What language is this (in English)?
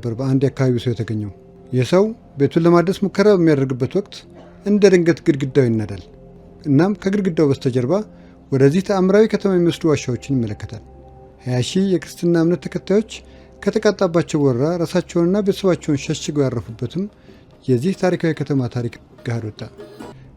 Amharic